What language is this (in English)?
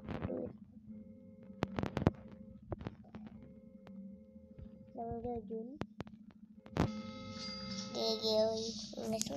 Indonesian